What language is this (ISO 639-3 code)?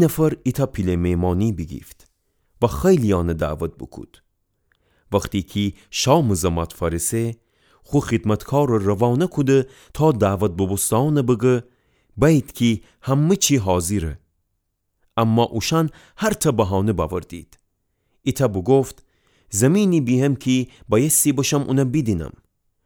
glk